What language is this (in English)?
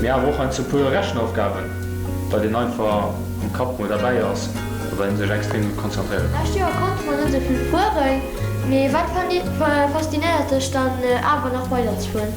Luxembourgish